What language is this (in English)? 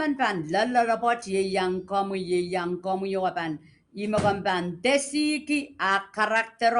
Pohnpeian